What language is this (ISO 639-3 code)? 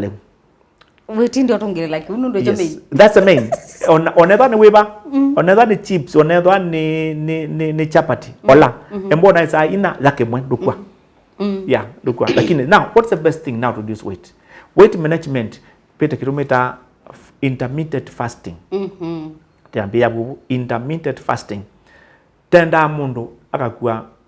kam